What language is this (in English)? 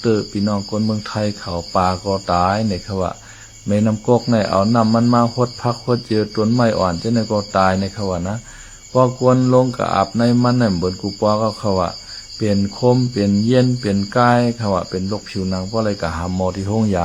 Shan